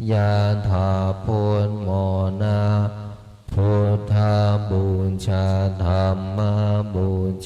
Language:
Pali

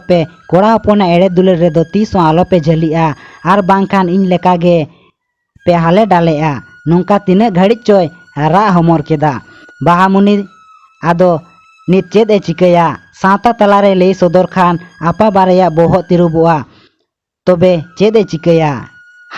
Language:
Santali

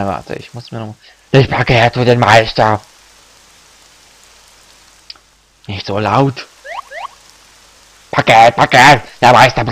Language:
German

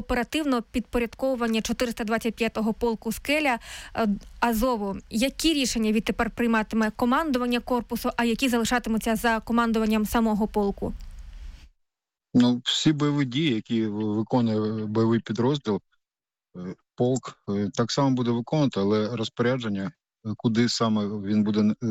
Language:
Ukrainian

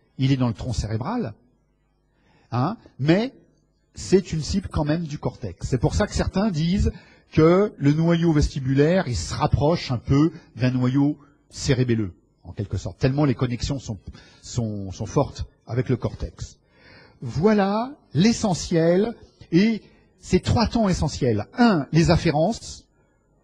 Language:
French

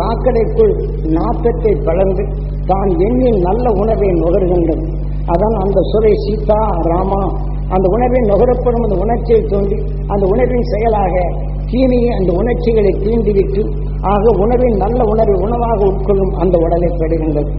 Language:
Tamil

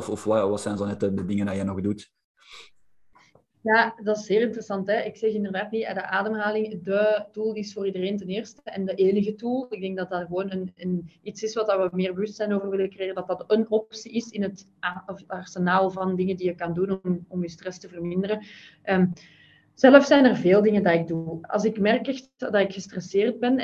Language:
Dutch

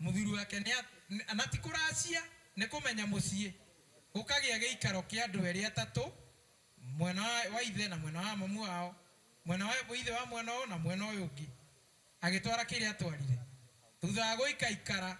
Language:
Kikuyu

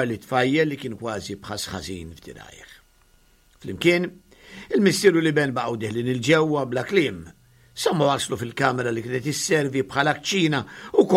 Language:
Maltese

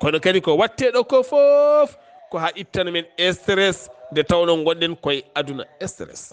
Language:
Fula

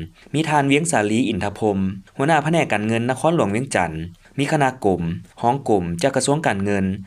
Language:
Lao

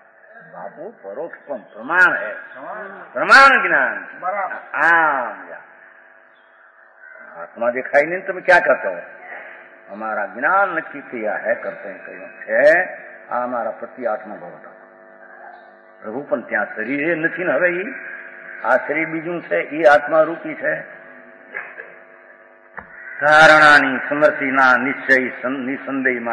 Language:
Gujarati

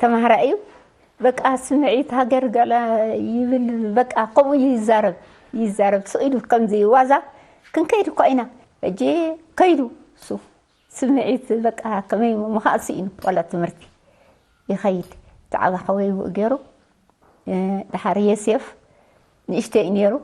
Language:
Tigrinya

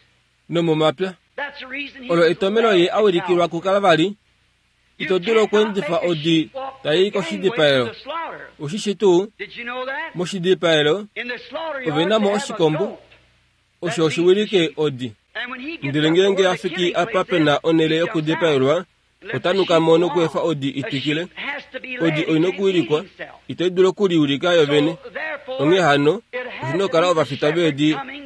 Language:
Kuanyama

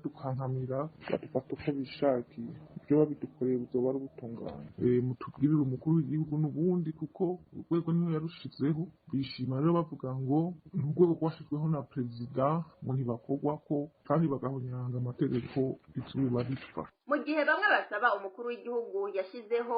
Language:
Rundi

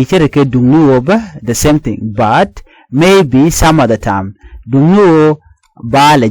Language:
Nuer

